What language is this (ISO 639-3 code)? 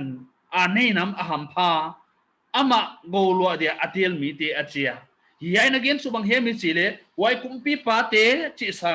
pck